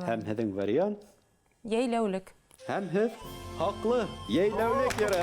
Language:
Bashkir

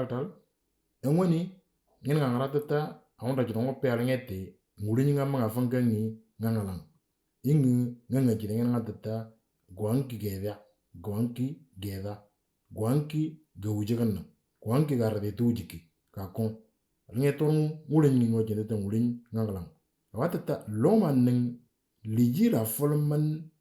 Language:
Moro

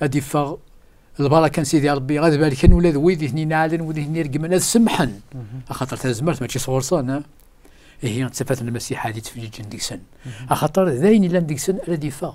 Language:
Kabyle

